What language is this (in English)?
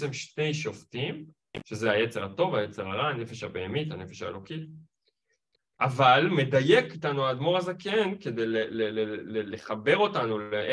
Hebrew